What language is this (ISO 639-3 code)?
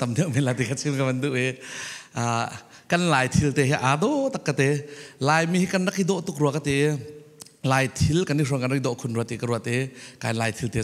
cfm